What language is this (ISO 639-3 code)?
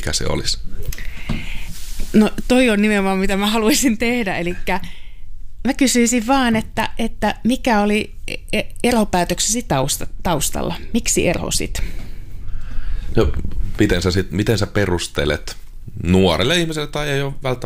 fin